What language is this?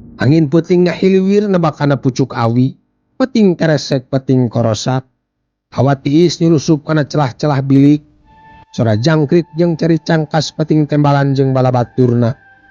Sundanese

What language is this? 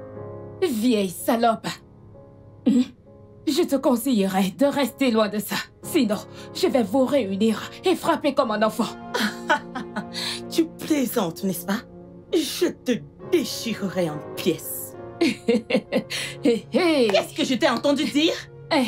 French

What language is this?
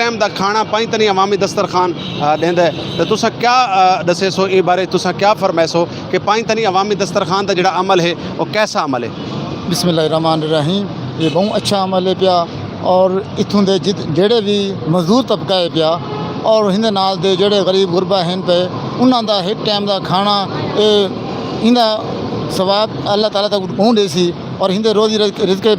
Saraiki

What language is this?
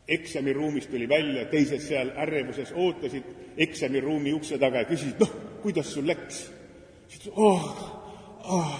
Estonian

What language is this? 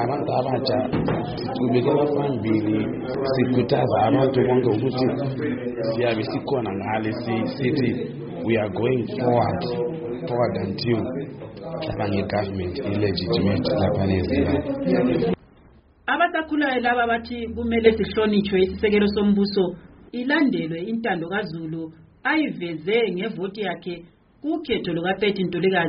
North Ndebele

